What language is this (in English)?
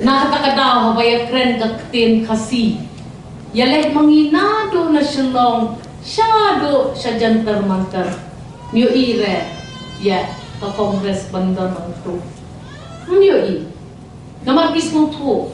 Khasi